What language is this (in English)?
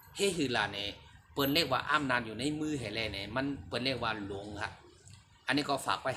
Shan